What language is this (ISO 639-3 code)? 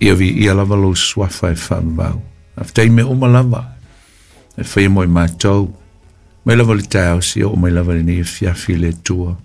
smo